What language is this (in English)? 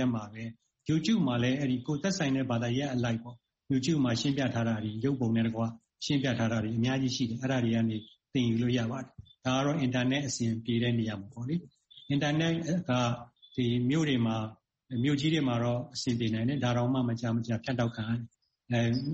Burmese